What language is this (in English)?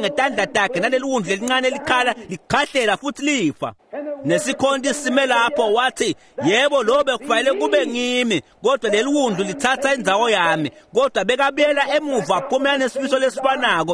Swati